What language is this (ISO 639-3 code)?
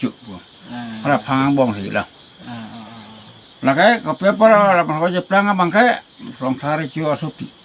mjw